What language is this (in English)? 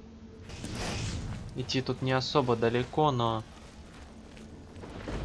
Russian